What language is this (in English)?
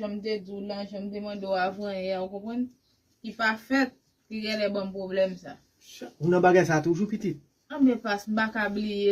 Haitian Creole